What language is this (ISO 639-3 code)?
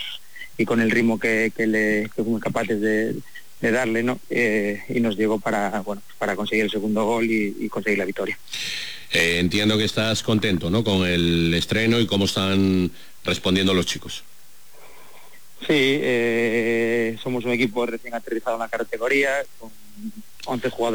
spa